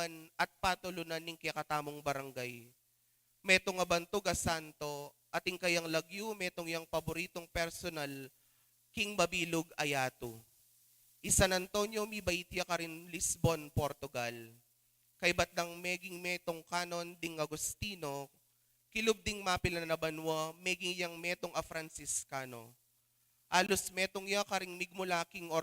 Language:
Pampanga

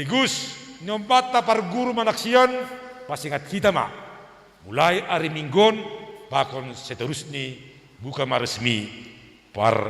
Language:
Batak Simalungun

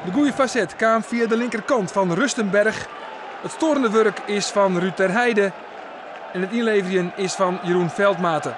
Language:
Western Frisian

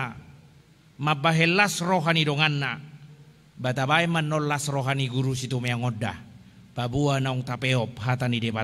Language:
Batak Toba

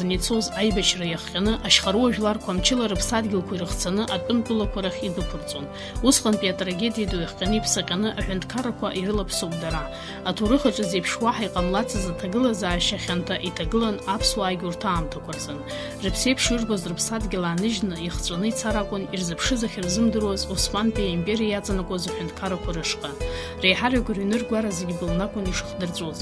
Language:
Abkhazian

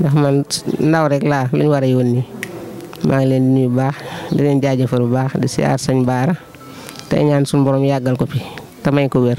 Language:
Wolof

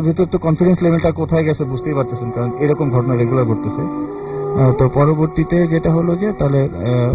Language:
Bangla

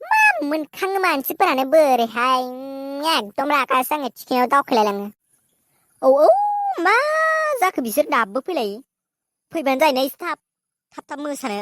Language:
Bodo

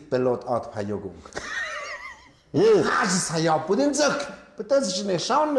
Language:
Tlahuitoltepec Mixe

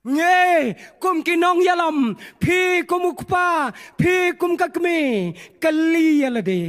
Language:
Khasi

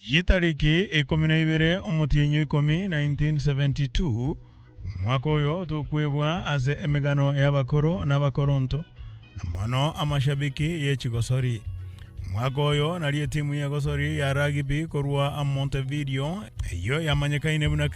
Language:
Gusii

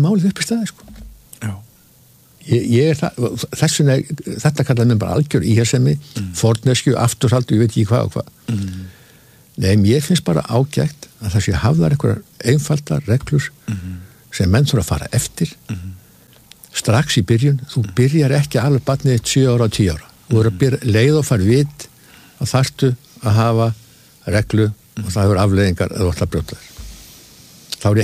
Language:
Icelandic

